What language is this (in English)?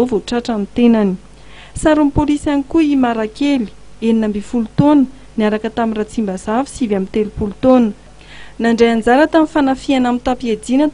Malagasy